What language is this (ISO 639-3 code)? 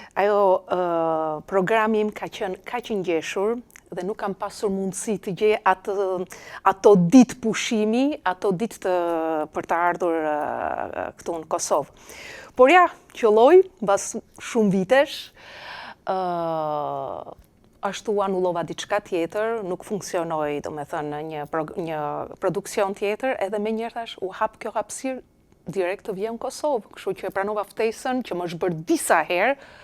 sqi